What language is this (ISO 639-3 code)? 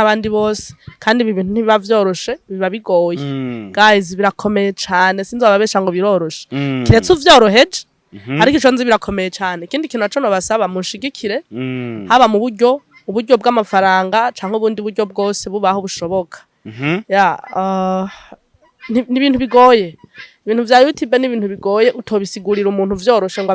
run